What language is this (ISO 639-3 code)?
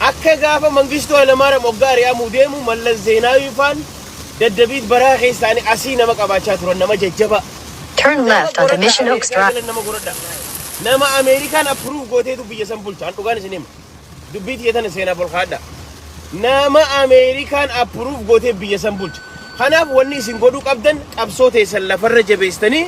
orm